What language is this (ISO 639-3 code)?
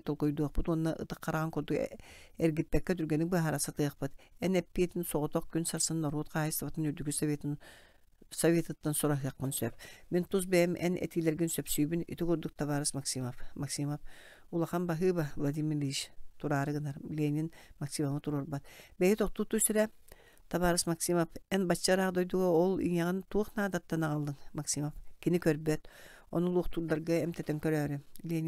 sah